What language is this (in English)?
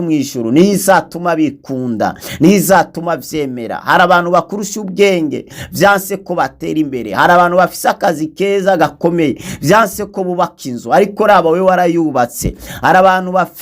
Rundi